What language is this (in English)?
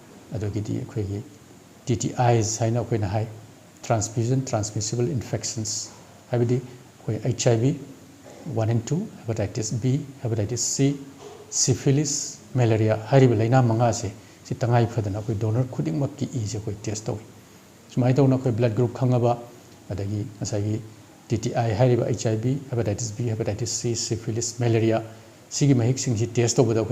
Manipuri